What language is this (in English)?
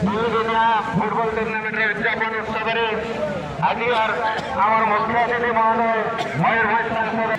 Santali